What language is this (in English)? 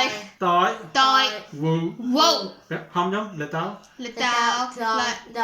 Mon